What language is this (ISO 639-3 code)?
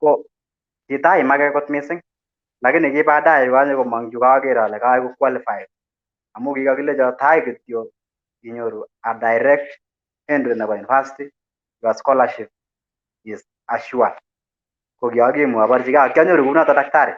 kln